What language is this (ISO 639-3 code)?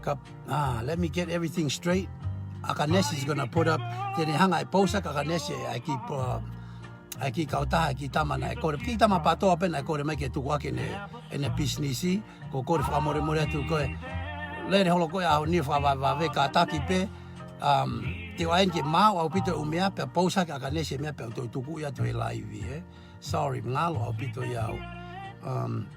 ton